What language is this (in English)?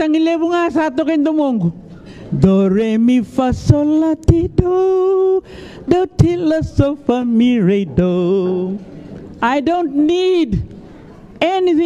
Fijian